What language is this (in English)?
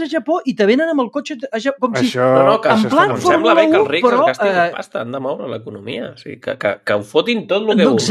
Catalan